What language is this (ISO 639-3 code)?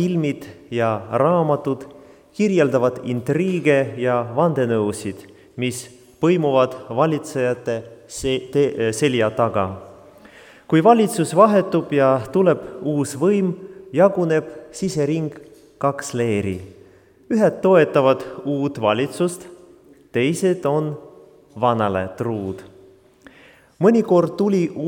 est